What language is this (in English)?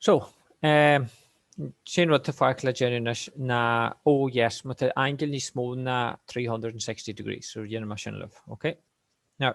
Irish